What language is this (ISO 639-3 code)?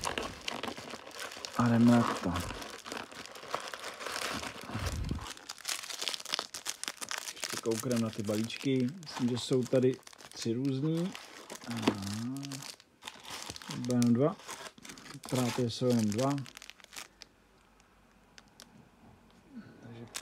ces